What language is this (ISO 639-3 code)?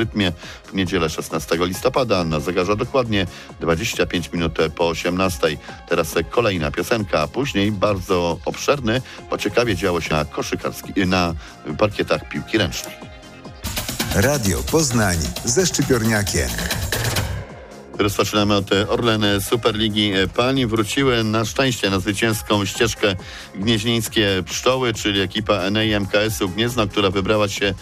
pol